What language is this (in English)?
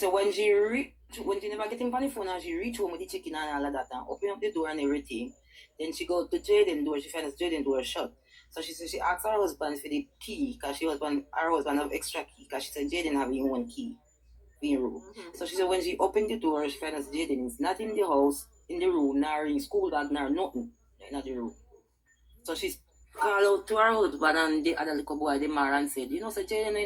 Jamaican Creole English